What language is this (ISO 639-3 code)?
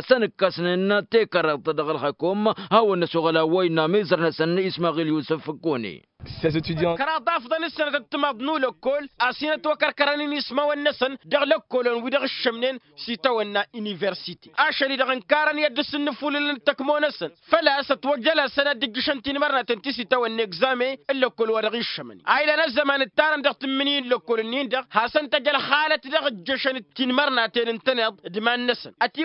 taq